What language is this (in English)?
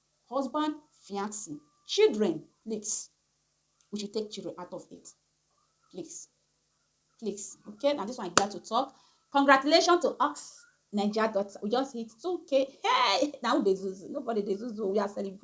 Nigerian Pidgin